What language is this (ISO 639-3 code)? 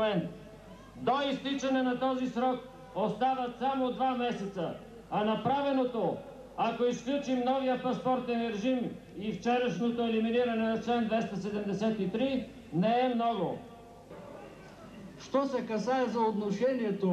bul